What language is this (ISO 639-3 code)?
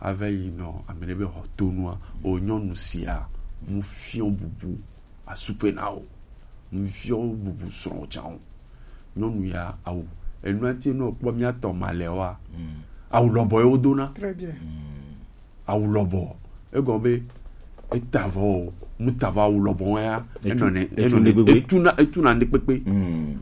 gej